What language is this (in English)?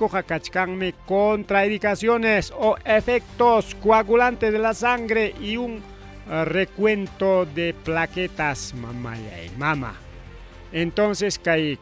Ayacucho Quechua